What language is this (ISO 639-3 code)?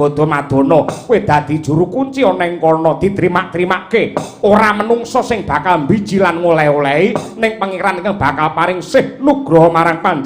jav